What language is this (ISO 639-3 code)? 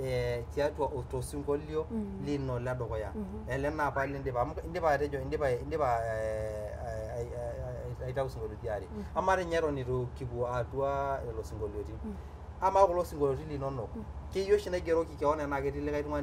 mas